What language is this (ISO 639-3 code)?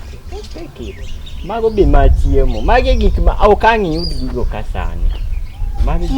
luo